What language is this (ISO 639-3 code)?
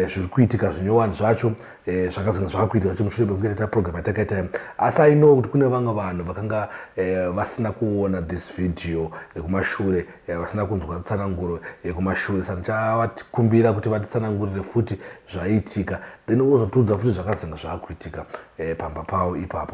sna